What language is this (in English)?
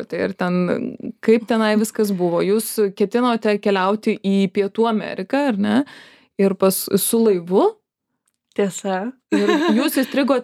Lithuanian